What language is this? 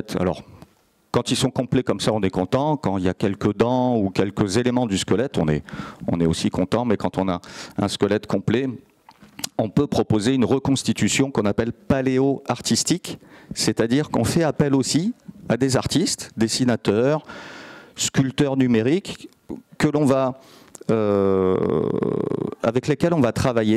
French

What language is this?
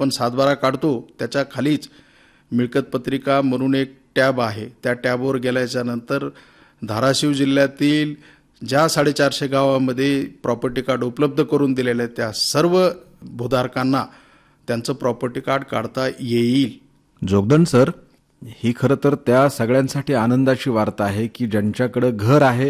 Marathi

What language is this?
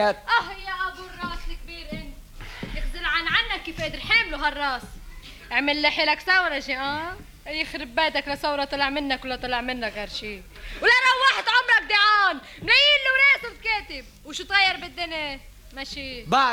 North Levantine Arabic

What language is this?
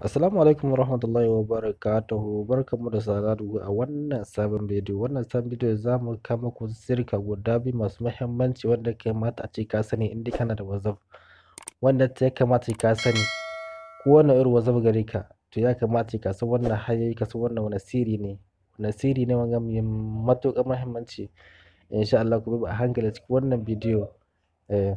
Hausa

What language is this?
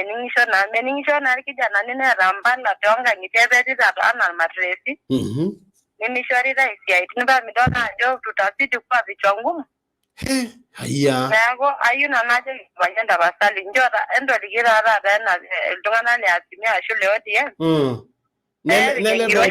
Masai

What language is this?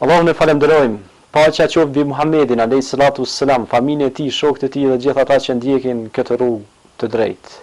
Albanian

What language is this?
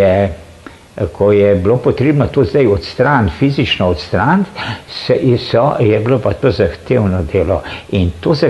Slovenian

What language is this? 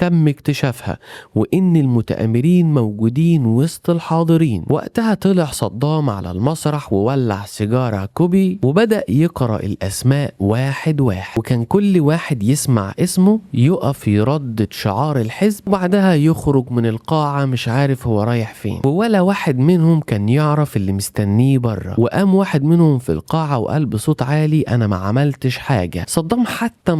Egyptian Arabic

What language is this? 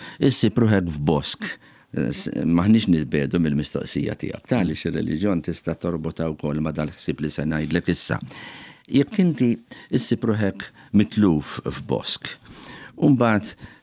Maltese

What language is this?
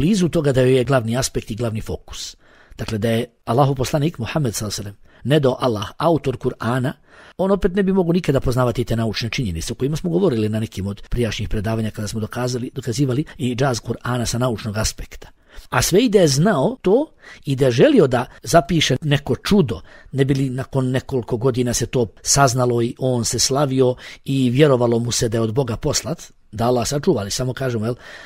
Bosnian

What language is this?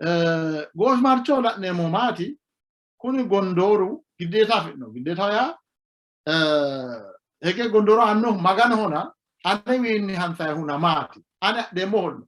Sidamo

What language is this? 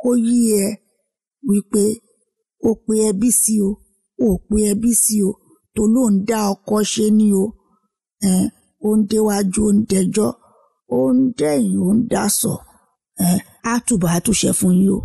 Yoruba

